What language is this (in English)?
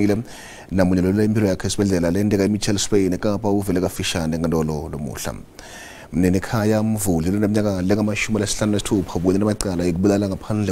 Venda